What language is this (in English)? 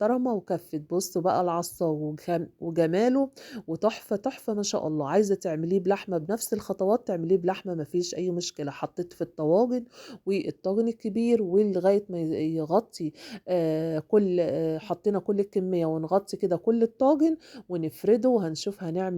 Egyptian Arabic